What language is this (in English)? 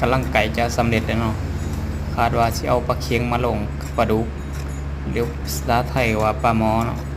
Lao